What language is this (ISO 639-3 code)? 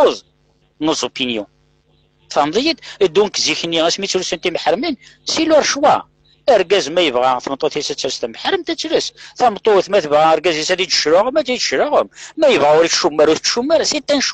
kab